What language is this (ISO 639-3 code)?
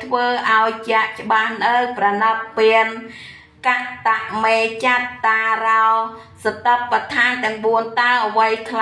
khm